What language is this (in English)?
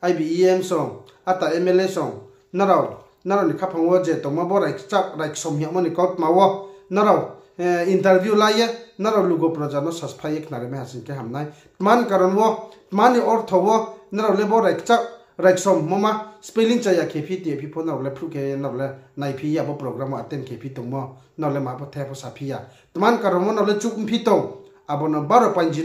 Riang (India)